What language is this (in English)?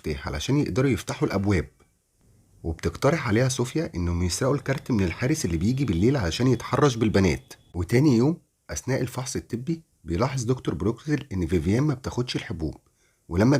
Egyptian Arabic